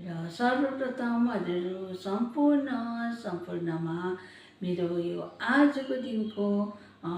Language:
Nepali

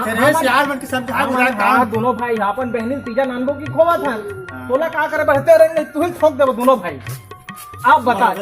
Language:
Chhattisgarhi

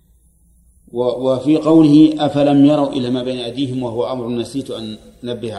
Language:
Arabic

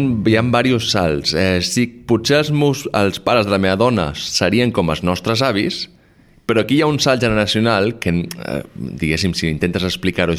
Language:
Catalan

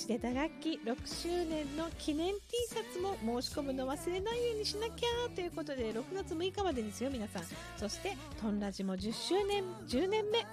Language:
Japanese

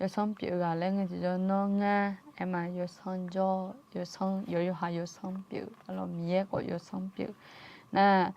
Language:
Akha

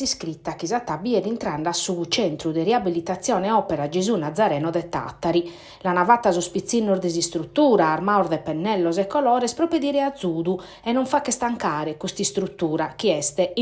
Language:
Sardinian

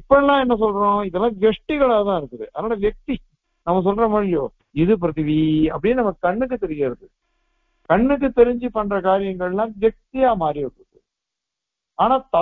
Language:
Tamil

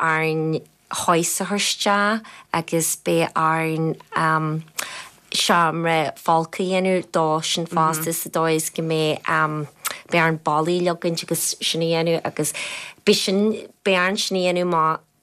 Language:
Irish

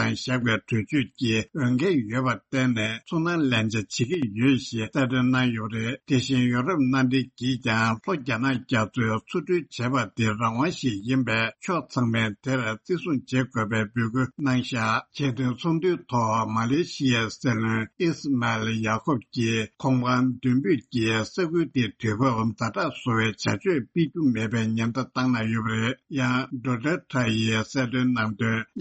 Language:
Tibetan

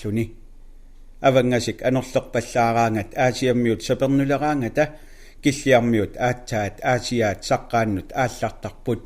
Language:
Kalaallisut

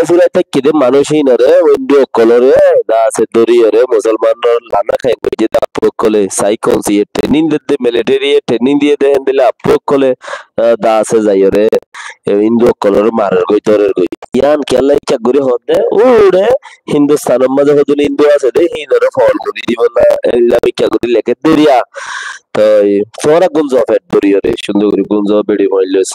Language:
Rohingya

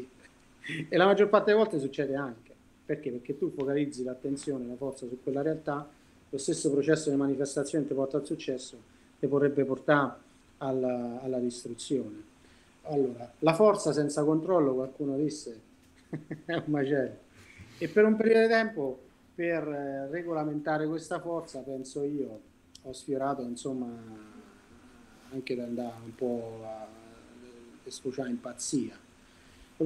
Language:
Italian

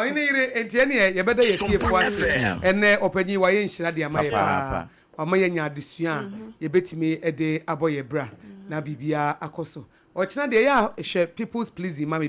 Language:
Akan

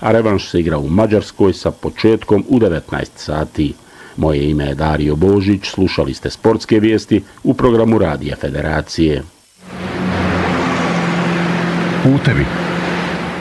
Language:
Bosnian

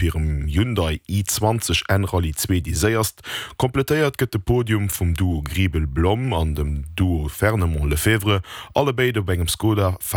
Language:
Luxembourgish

